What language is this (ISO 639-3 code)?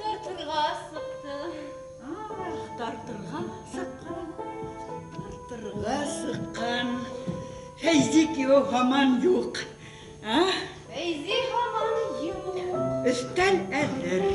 bak